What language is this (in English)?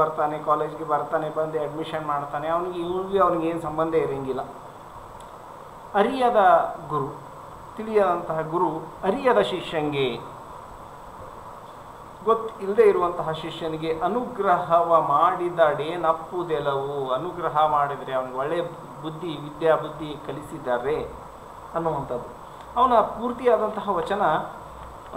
Kannada